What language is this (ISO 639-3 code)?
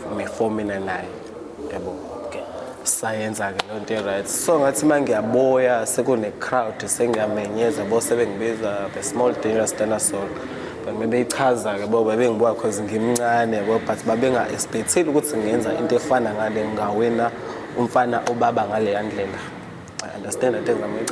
zul